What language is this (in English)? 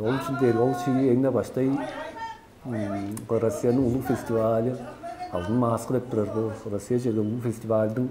Tuvinian